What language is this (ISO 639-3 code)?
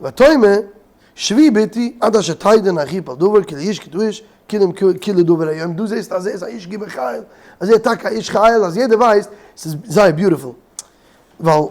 yid